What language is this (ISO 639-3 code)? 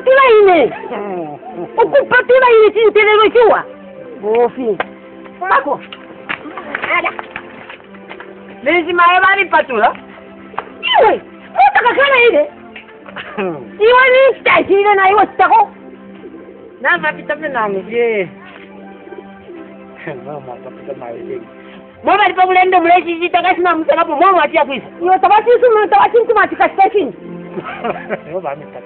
bem